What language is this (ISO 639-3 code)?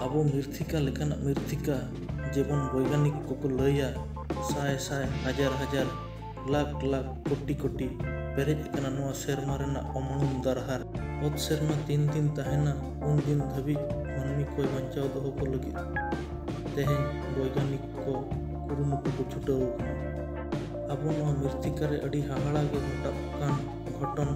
sat